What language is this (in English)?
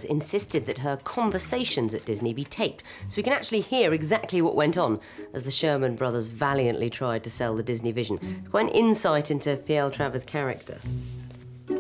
English